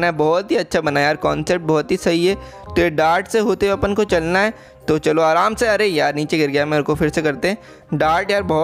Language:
Hindi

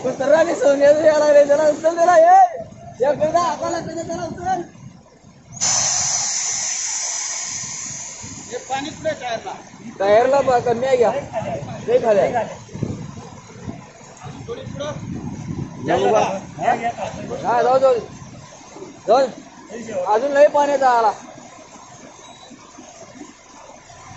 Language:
Marathi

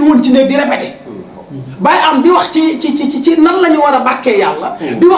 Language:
Wolof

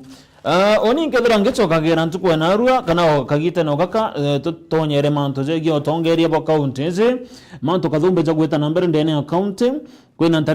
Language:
Meru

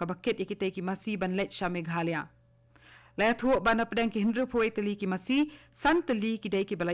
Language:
Khasi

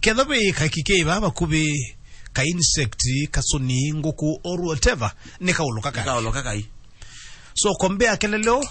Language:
Kamba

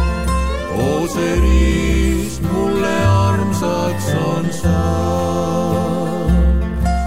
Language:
Estonian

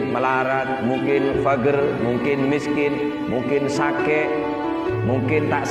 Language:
Madurese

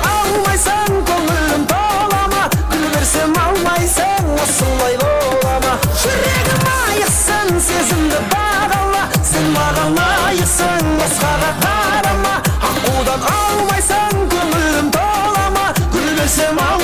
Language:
Kara-Kalpak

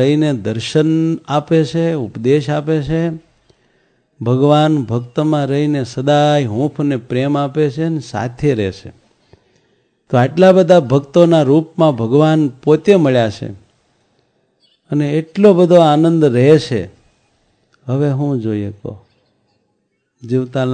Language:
Gujarati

